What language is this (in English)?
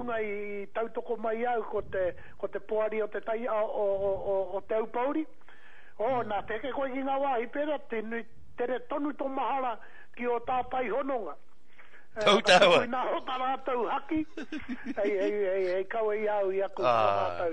Māori